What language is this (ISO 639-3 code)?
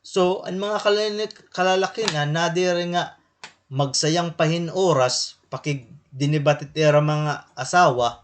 war